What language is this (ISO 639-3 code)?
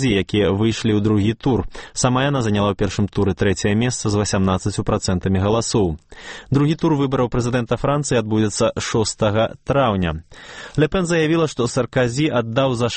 bel